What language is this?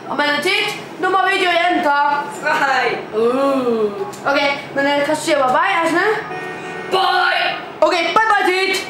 Faroese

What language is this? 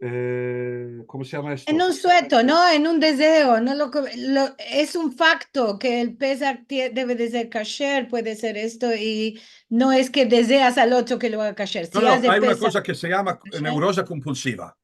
Ladino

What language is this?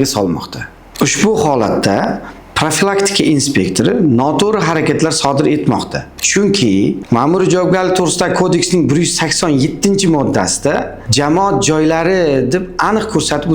Uzbek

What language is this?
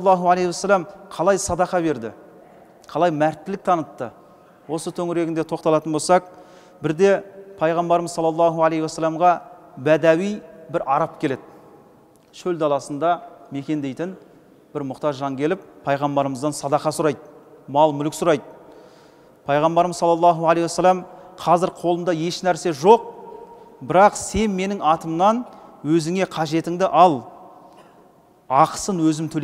Kazakh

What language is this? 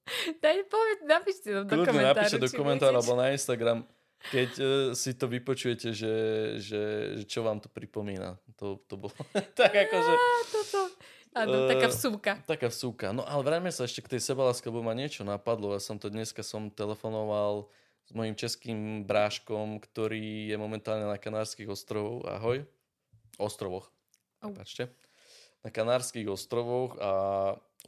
Slovak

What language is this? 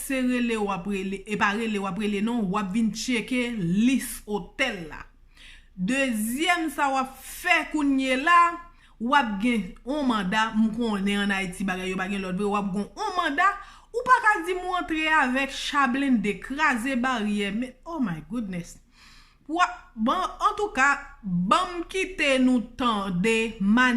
Haitian Creole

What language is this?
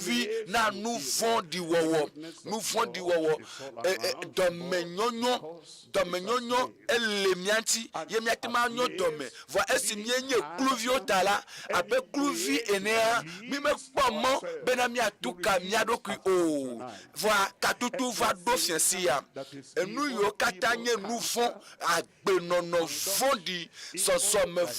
Ewe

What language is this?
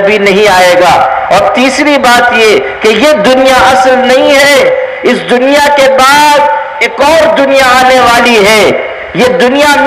Urdu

